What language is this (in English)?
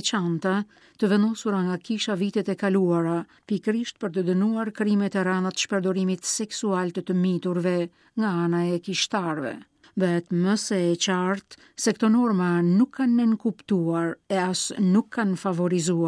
Albanian